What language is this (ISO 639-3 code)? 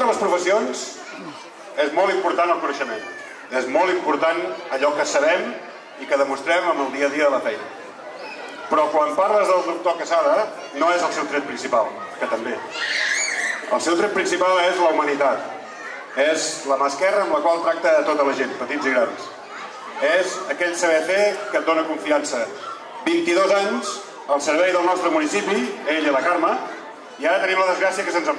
cat